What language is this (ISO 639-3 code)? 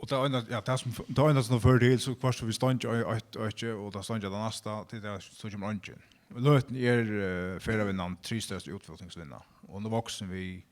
fao